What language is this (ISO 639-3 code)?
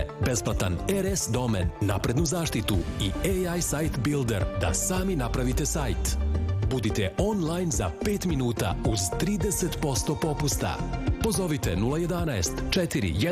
srp